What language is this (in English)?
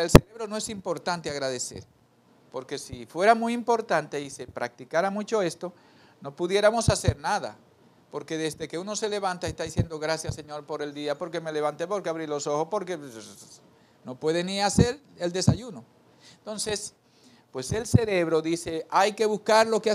Spanish